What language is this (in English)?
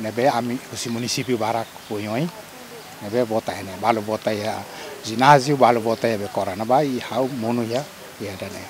Tetum